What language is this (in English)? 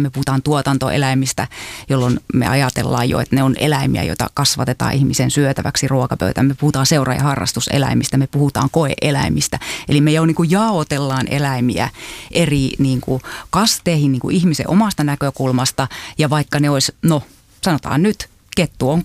Finnish